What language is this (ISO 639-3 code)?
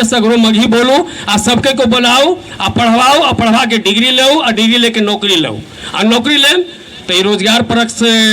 mag